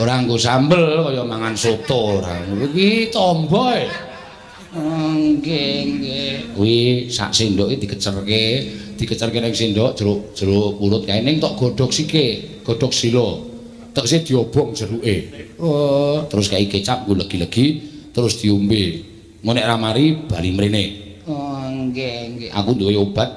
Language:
Javanese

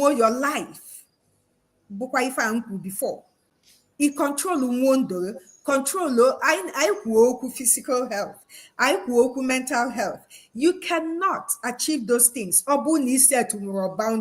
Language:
Igbo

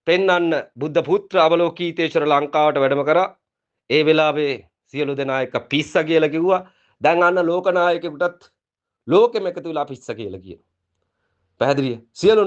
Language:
Sinhala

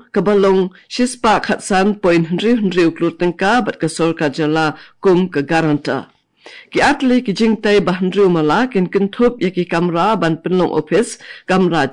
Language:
Khasi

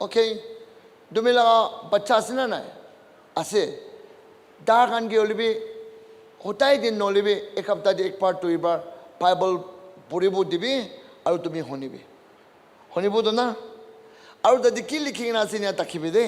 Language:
Naga Pidgin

